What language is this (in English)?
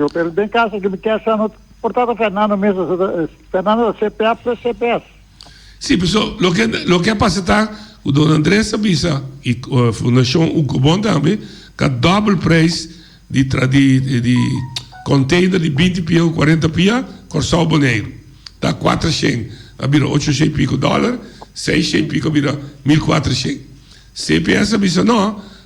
Papiamento